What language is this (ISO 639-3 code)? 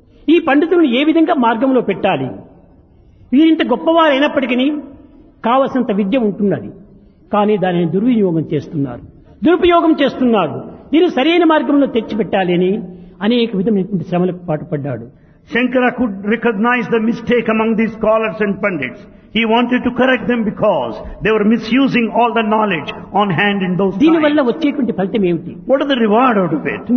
tel